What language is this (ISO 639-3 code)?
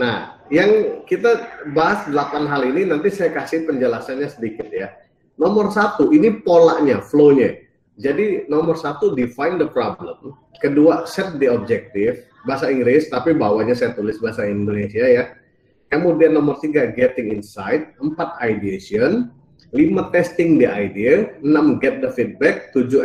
ind